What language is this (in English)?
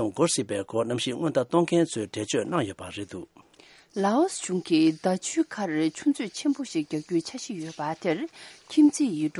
Tibetan